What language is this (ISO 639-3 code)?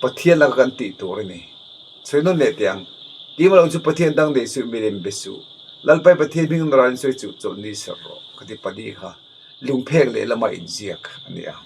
lus